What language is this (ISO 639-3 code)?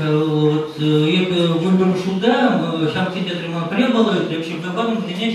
chv